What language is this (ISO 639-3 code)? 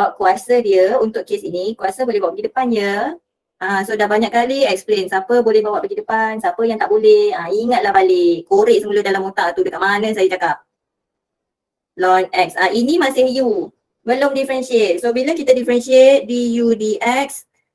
msa